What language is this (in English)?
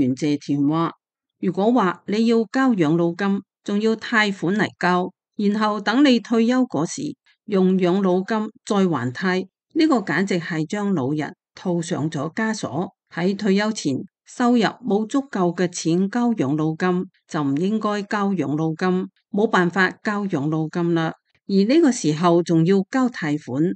Cantonese